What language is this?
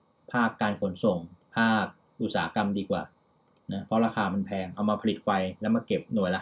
Thai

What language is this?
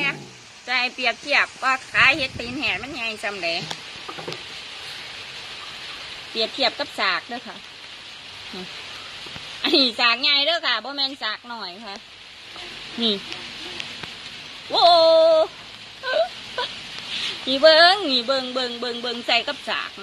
Northeastern Thai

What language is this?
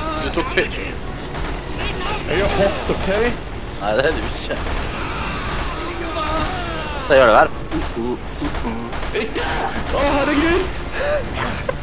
Norwegian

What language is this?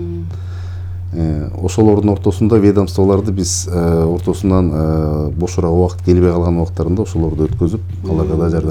Kyrgyz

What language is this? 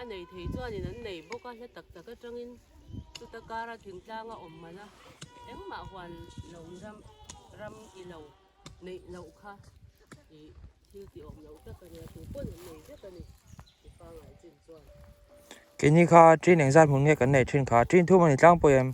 Mizo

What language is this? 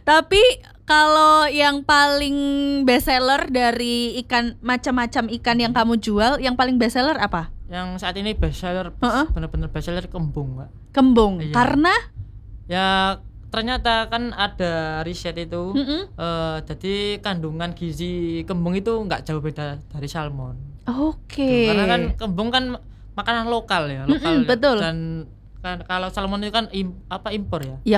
Indonesian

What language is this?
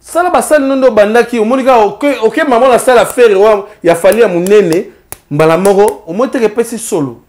Lingala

